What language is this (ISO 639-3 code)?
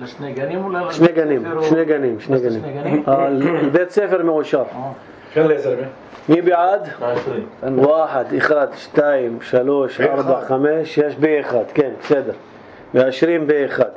apc